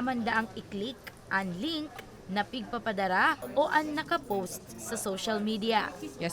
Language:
Bikol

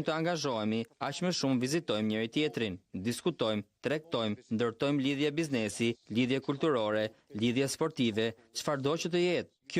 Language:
Albanian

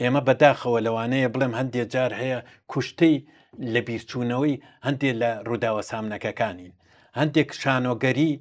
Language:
Central Kurdish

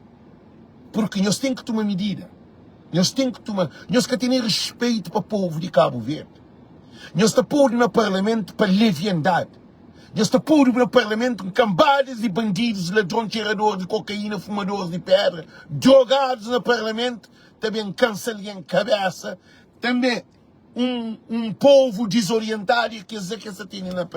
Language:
Kabuverdianu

